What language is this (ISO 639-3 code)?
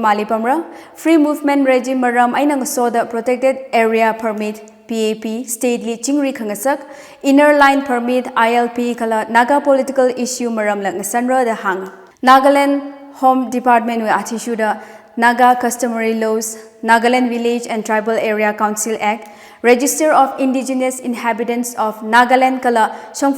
nmf